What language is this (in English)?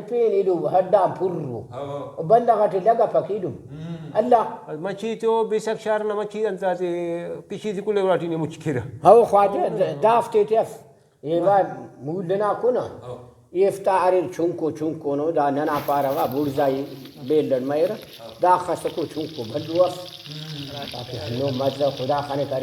Brahui